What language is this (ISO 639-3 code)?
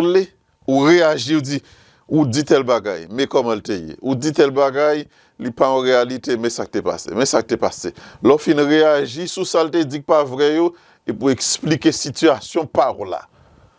hat